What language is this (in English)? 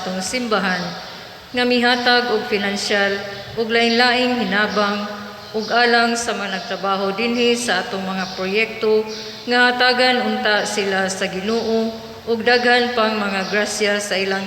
Cebuano